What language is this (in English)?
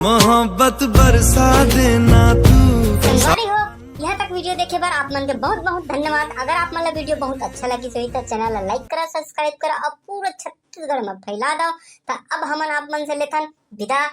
Chhattisgarhi